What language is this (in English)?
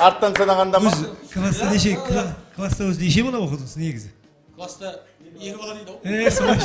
Kara-Kalpak